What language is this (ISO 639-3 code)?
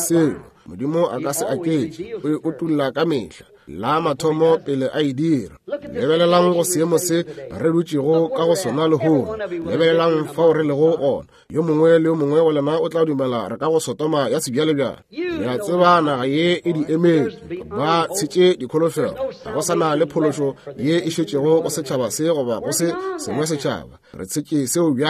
nso